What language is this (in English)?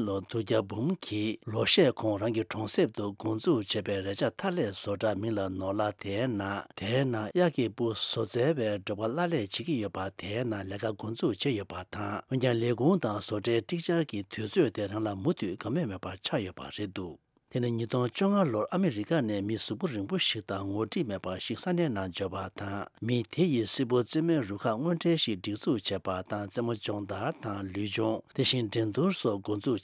Tibetan